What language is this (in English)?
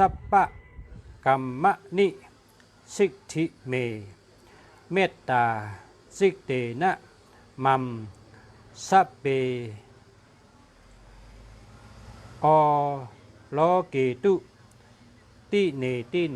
Shan